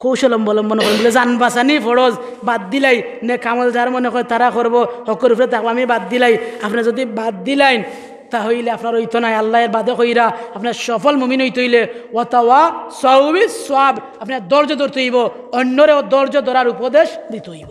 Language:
Sylheti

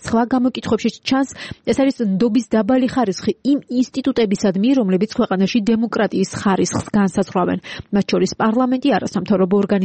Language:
Georgian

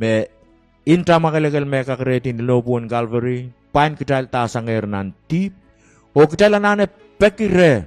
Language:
Pohnpeian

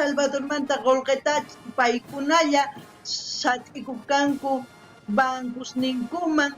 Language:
South Bolivian Quechua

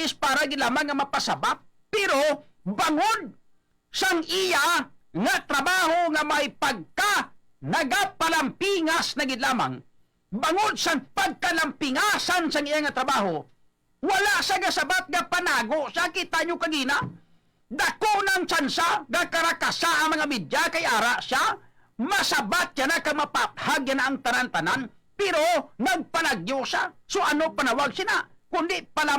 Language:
Hiligaynon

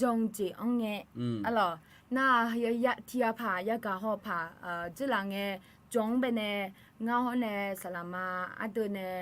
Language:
Akha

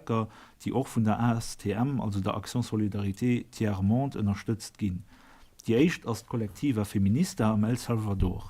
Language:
Luxembourgish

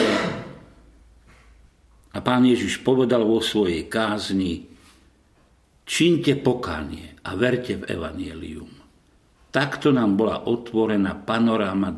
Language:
Slovak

